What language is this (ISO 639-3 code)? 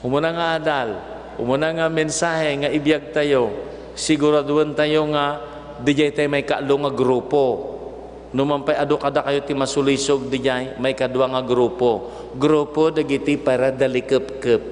ilo